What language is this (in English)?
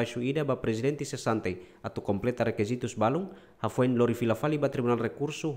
Tetum